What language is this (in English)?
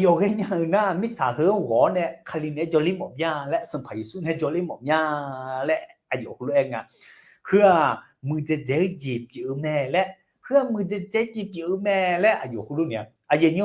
Akha